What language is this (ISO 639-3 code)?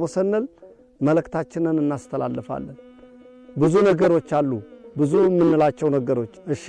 amh